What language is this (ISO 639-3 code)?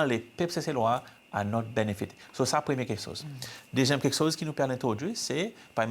crs